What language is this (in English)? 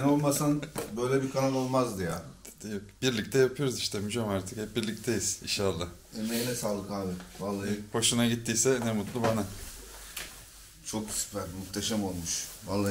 Turkish